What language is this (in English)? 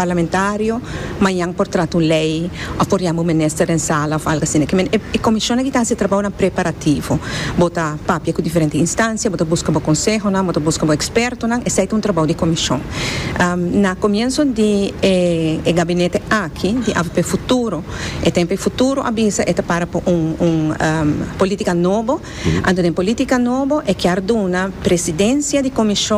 Papiamento